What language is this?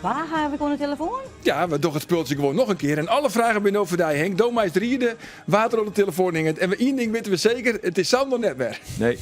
Western Frisian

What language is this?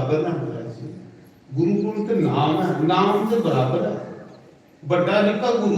Dogri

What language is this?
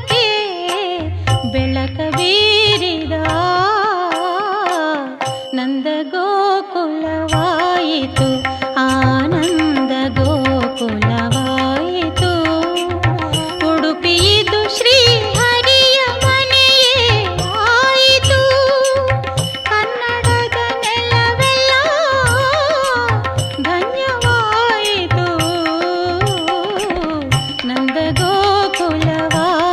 Kannada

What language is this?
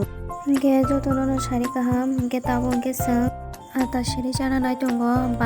Kok Borok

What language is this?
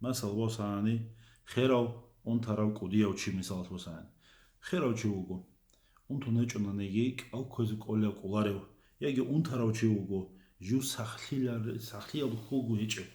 Avaric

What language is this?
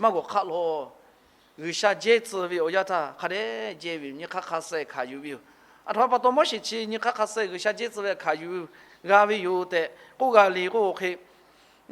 Lahu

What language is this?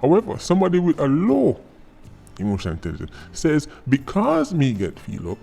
Jamaican Creole English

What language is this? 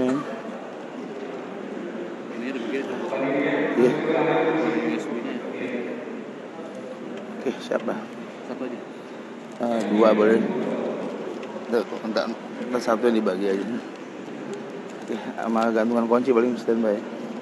Indonesian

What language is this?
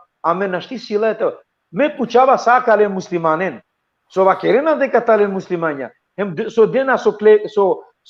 Balkan Romani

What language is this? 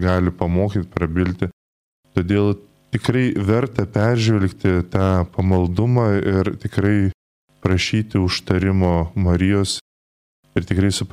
Lithuanian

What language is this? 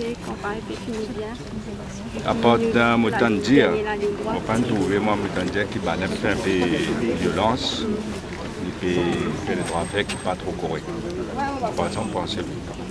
Morisyen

